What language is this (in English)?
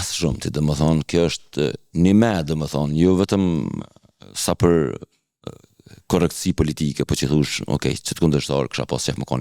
Albanian